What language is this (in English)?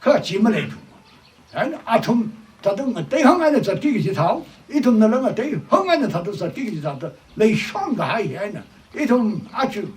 Tangkhul Naga (India)